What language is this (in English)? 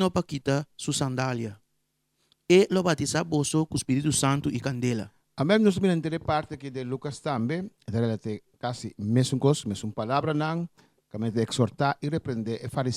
Papiamento